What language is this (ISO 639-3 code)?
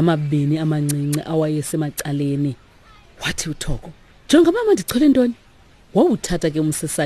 xho